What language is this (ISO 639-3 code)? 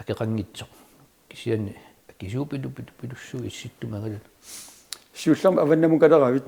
kal